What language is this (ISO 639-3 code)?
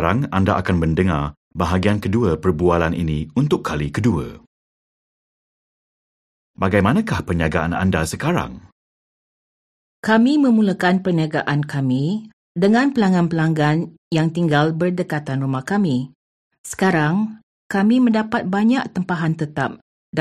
msa